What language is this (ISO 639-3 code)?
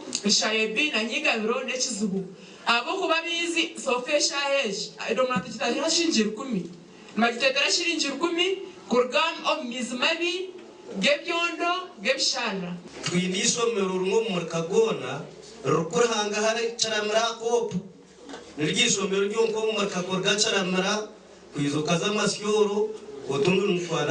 nyn